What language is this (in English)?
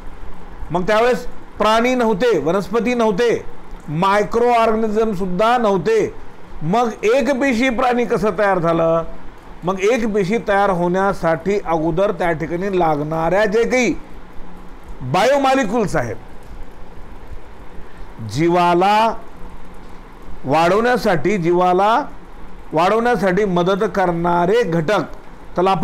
Marathi